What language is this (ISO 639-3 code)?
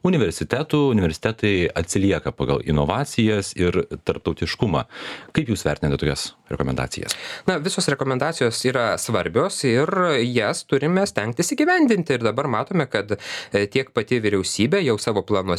lit